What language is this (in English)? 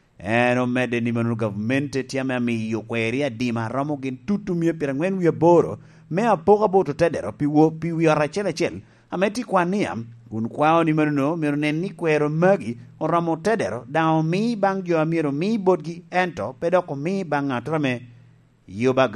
Lango (Uganda)